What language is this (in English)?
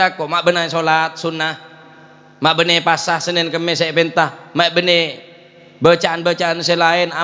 Madurese